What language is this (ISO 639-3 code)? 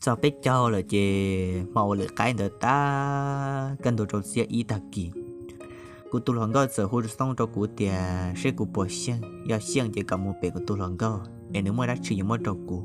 hmn